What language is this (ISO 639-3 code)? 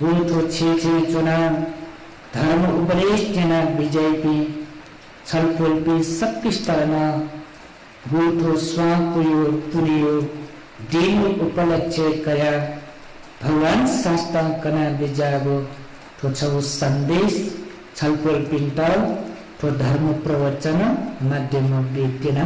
new